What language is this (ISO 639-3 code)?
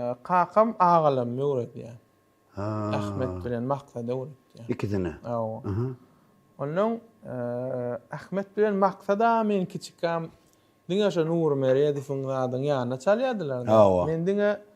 tuk